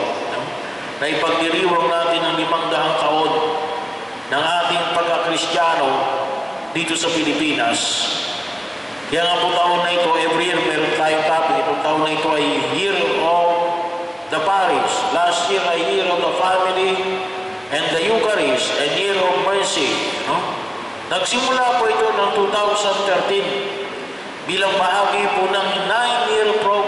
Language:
Filipino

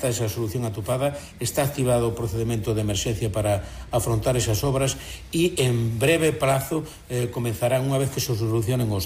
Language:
Galician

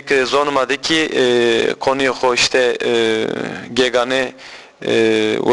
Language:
Zaza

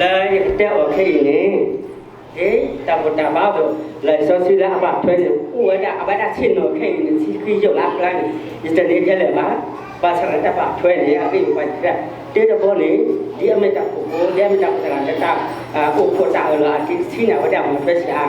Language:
S'gaw Karen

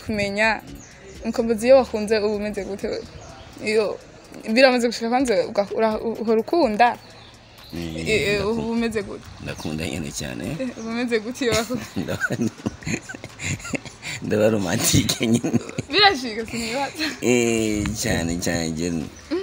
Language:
Rundi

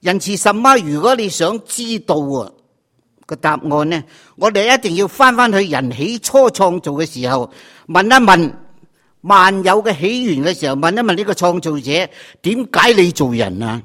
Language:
Cantonese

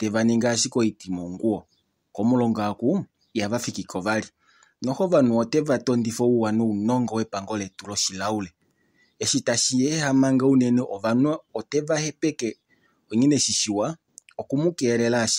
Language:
Kuanyama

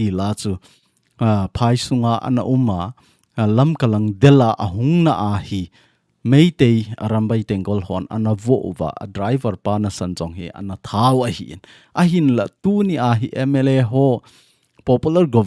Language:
Thado Chin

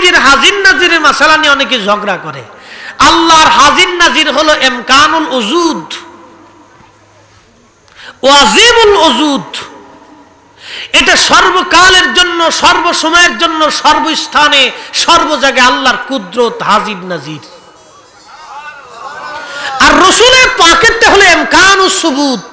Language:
Bangla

